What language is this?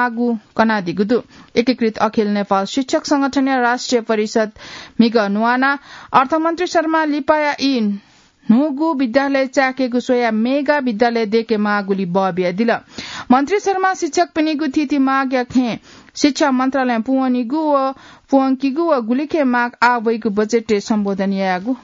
Newari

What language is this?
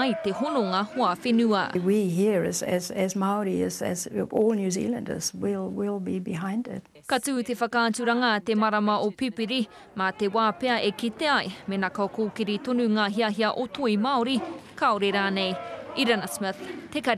Māori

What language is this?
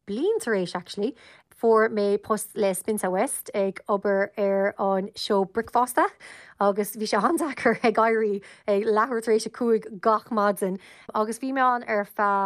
Irish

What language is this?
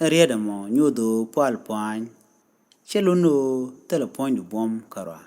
Nuer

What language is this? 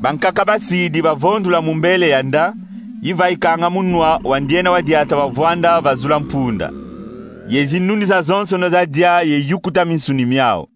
Kongo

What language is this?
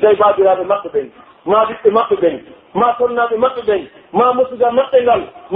Pular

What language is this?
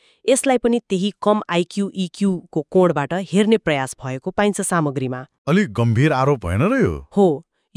Nepali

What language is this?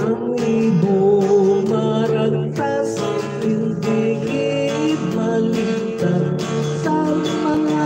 Hiligaynon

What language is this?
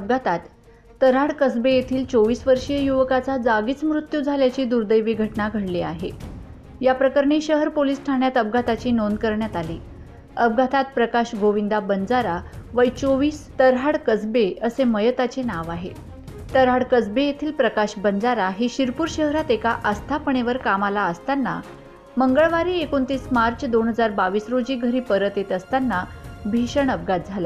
Marathi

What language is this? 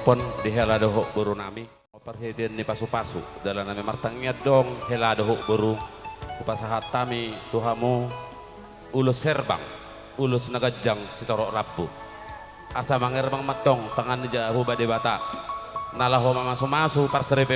Batak Toba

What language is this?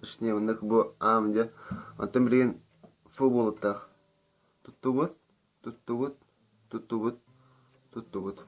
Yakut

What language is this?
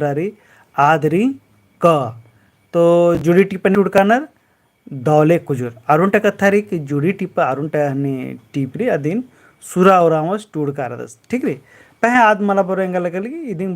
Kurukh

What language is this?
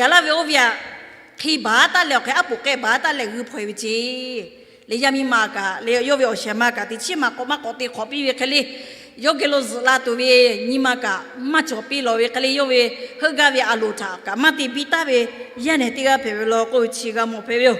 Lahu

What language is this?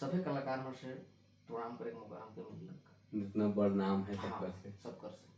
Sadri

